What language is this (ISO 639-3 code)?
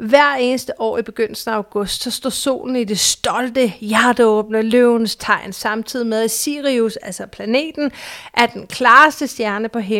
dan